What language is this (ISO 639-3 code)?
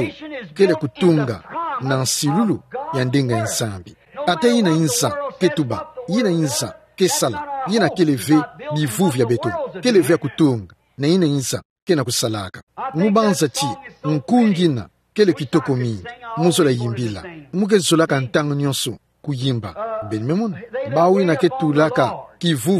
ktu